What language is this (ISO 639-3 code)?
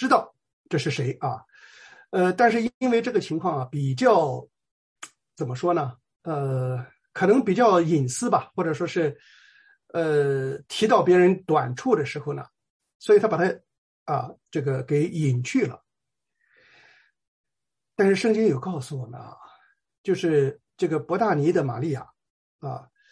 zho